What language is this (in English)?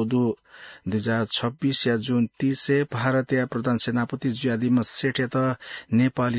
Newari